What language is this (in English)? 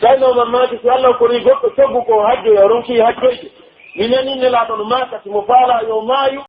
Pular